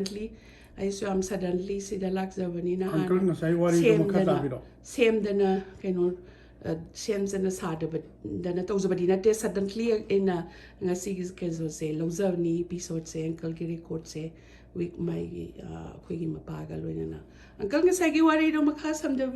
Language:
Manipuri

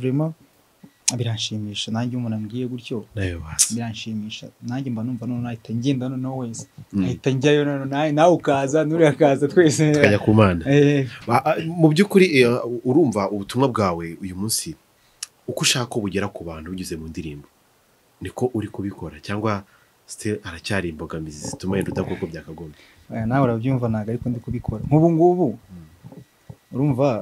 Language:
Kinyarwanda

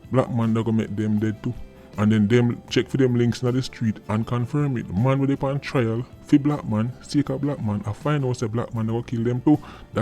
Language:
Jamaican Creole English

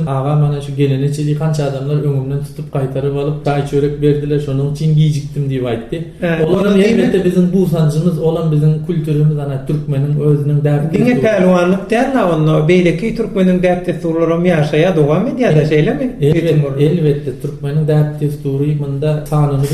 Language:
Turkmen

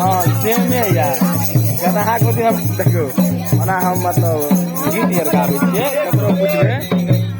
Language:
Maithili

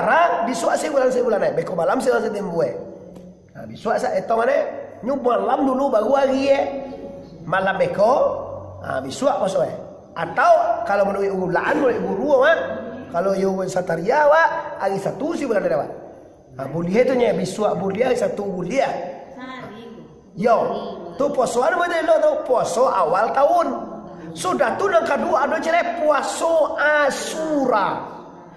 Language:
Minangkabau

